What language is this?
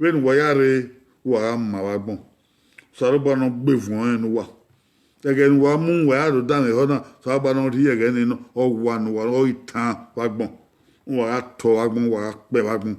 Bini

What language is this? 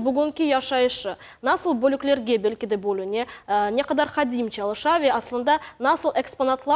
Crimean Tatar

